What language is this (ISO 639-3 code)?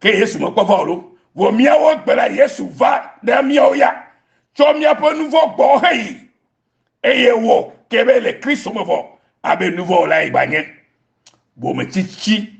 ewe